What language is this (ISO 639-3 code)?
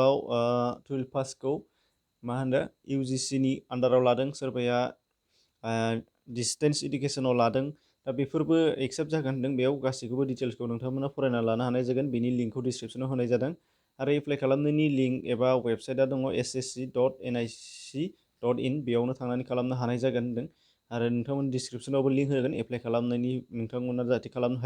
brx